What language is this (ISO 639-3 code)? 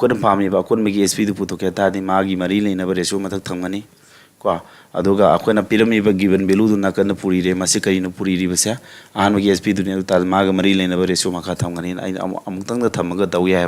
mni